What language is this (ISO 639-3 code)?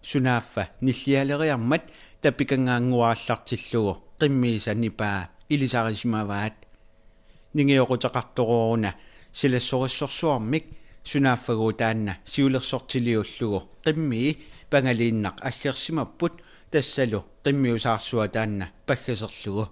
kal